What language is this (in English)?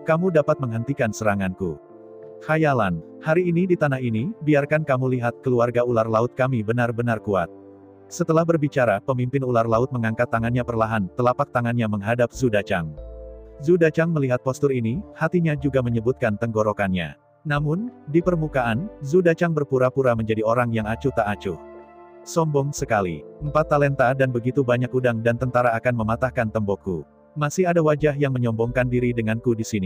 Indonesian